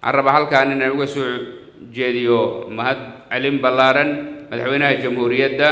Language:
Somali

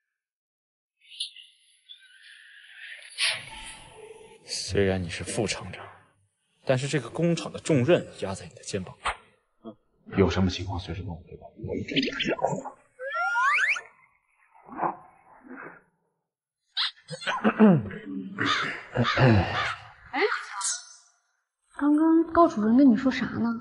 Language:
Chinese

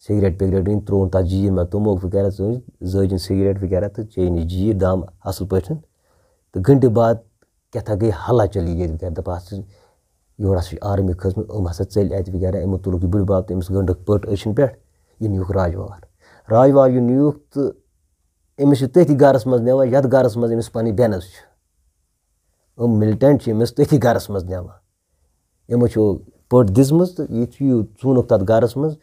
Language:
Kashmiri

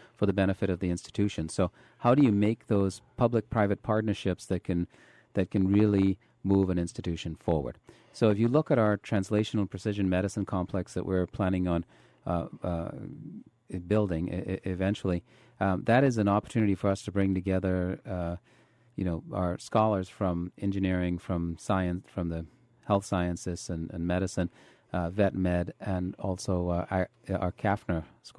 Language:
English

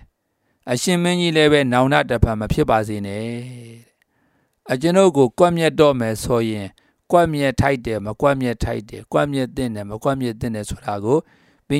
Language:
Burmese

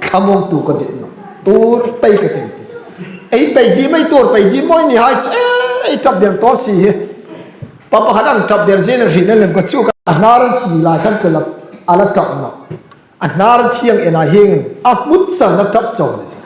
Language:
Hmar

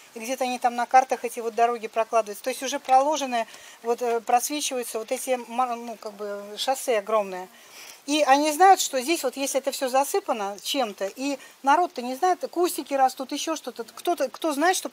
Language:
Russian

